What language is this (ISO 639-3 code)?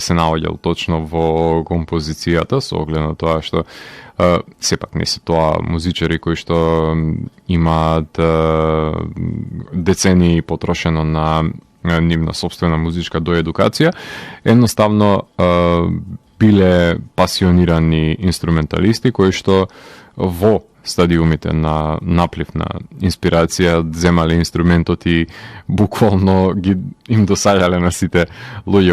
mkd